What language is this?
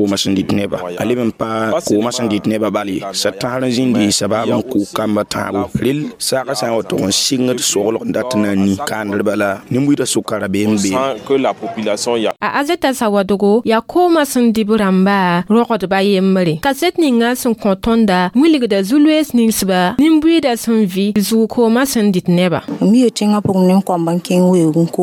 Mossi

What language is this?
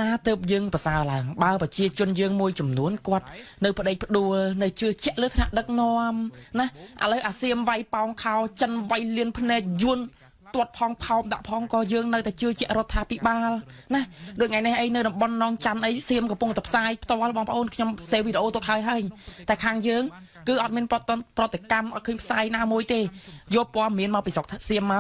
Khmer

